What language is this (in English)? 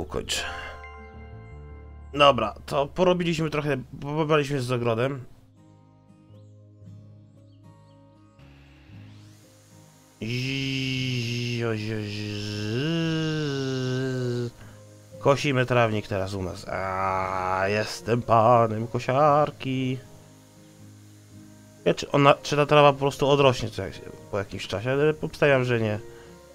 Polish